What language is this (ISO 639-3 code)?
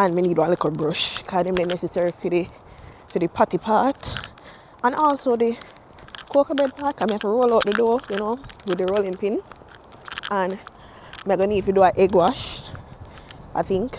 jam